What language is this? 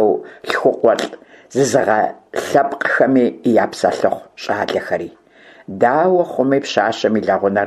Kabardian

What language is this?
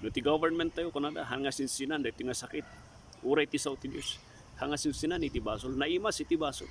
Iloko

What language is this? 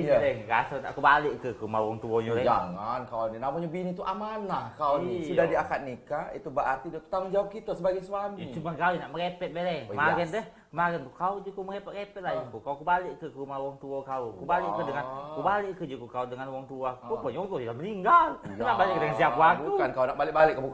Musi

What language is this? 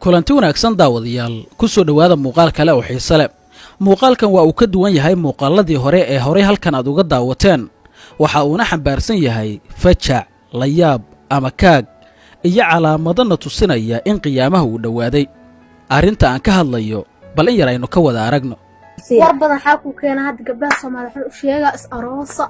Somali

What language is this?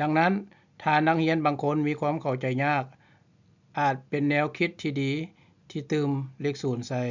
Lao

